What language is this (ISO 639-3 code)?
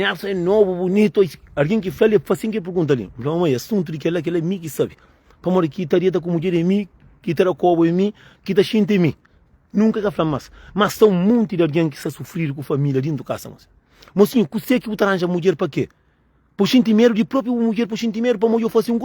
kea